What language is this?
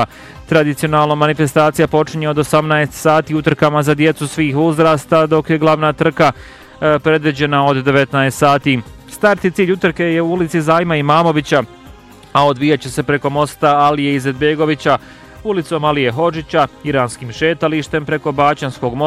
Bosnian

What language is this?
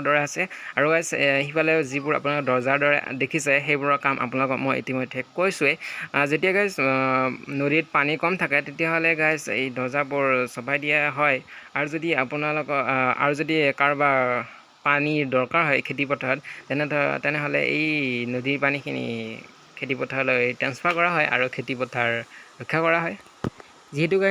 Assamese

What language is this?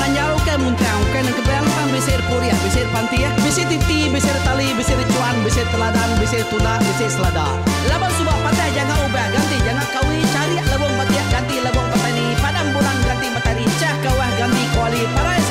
Iban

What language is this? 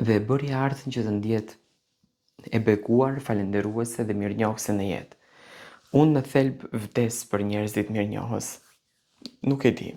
Albanian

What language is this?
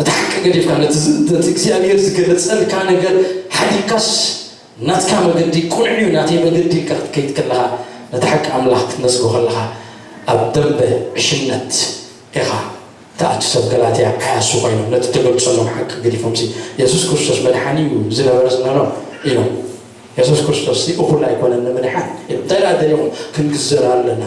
Tigrinya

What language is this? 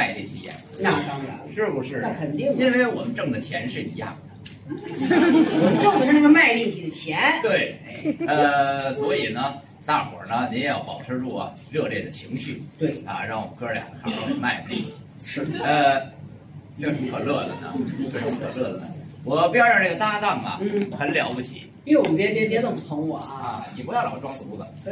Chinese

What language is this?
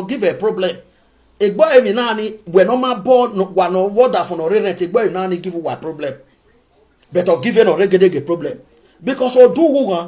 Nigerian Pidgin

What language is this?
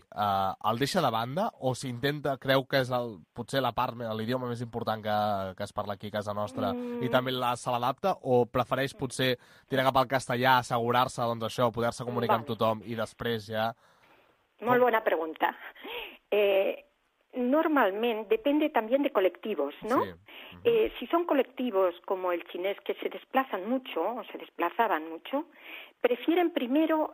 Catalan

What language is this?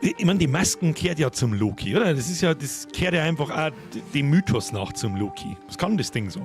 Bavarian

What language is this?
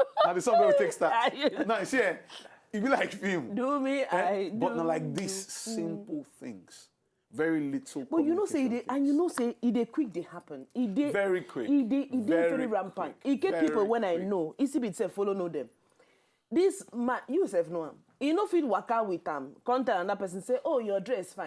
Nigerian Pidgin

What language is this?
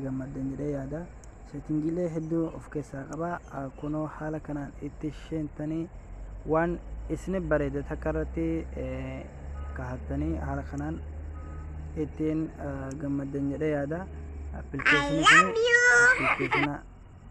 Oromo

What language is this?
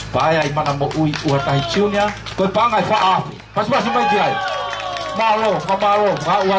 Tongan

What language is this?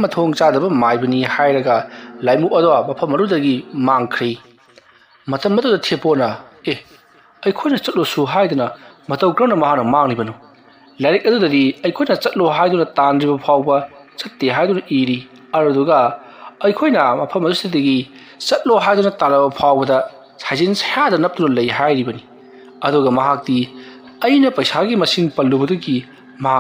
Manipuri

